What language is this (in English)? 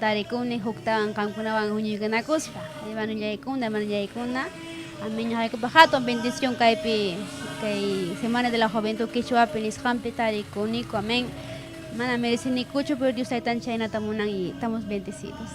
Ayacucho Quechua